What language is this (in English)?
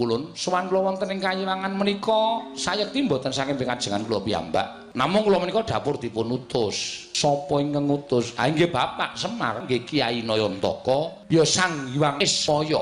Javanese